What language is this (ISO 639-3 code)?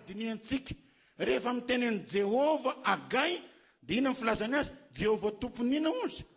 mlg